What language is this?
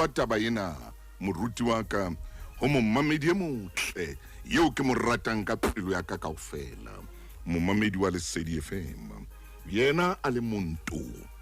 Southern Sotho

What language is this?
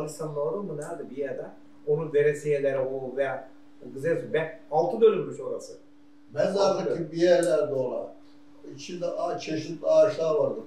Turkish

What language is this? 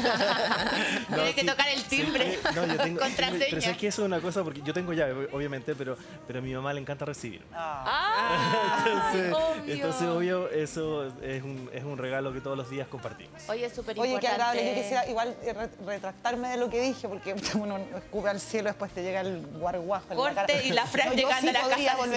Spanish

